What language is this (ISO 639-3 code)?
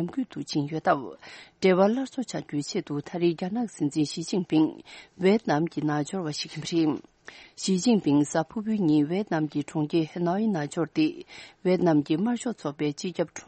bod